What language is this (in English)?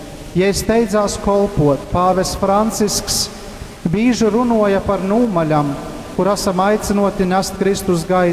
Latgalian